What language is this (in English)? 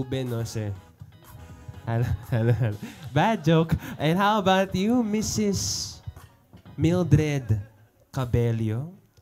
Filipino